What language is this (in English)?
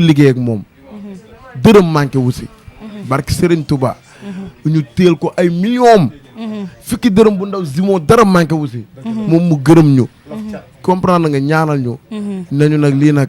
Wolof